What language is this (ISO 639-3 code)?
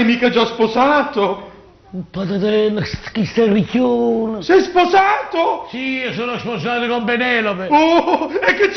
nap